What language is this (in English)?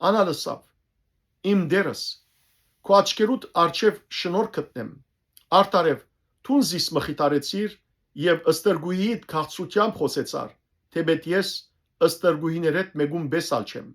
Western Armenian